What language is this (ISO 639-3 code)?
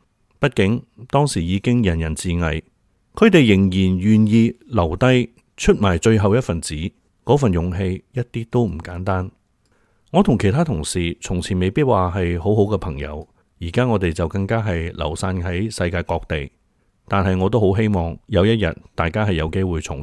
yue